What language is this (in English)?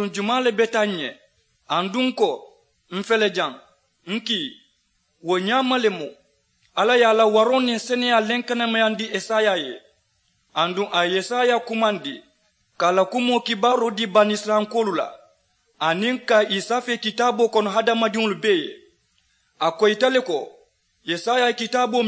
Mandingo